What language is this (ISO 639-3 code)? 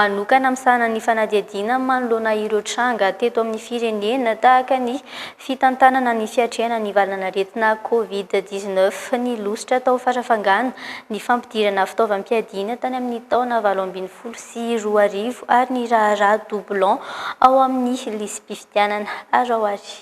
mlg